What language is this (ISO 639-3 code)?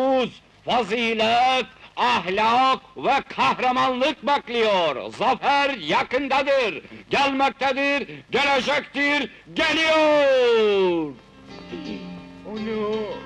tur